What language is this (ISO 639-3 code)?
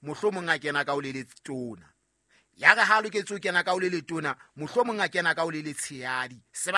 sot